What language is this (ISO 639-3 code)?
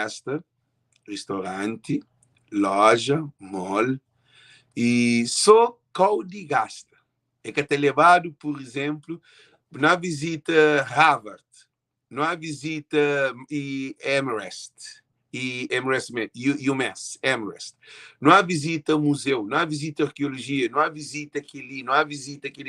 kea